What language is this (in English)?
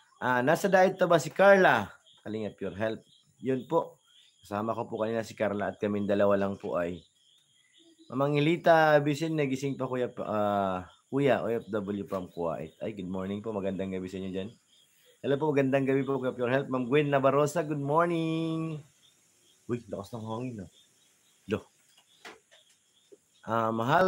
Filipino